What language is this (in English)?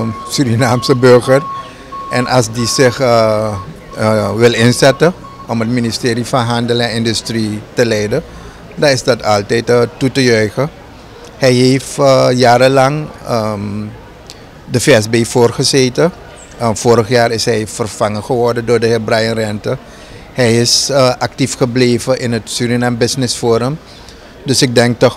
Dutch